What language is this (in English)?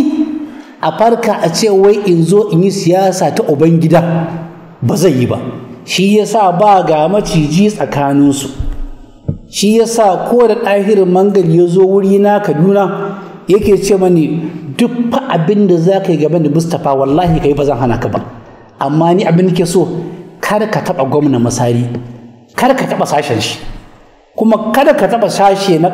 Hausa